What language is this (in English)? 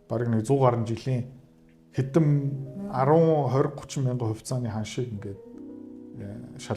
Mongolian